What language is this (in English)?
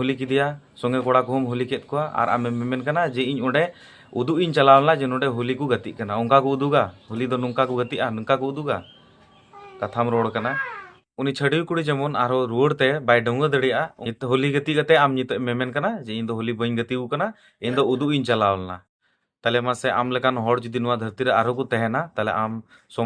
Santali